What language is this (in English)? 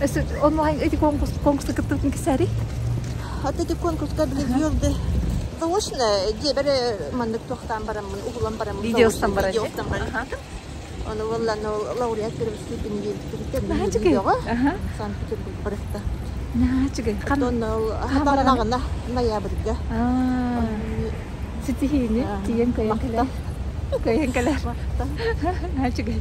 Yakut